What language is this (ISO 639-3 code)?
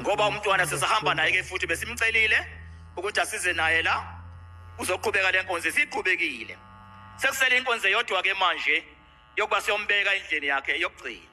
zul